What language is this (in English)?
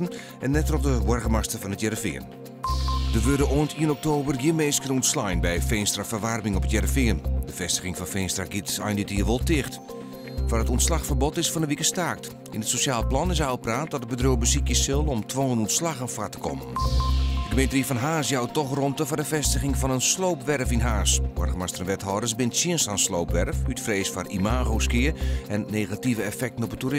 Western Frisian